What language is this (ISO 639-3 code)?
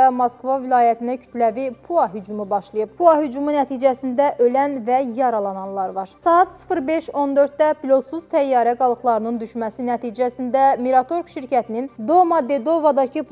aze